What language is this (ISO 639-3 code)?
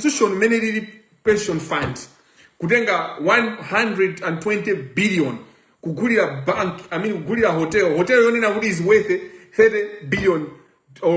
nya